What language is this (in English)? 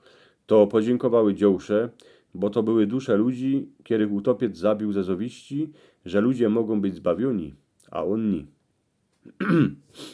Silesian